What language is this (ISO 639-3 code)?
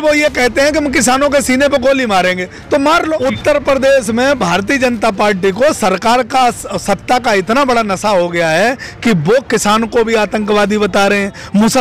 hin